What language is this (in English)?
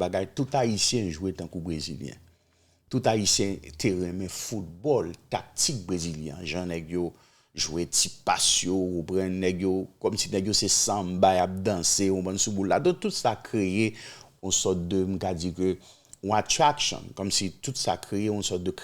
Haitian Creole